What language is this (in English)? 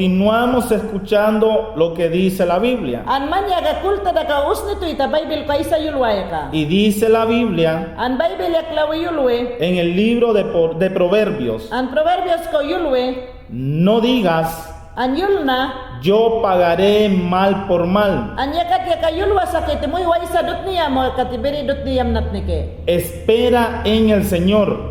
Mayangna